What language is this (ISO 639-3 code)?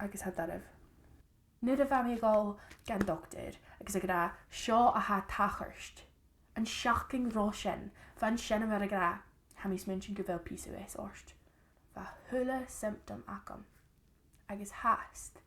gla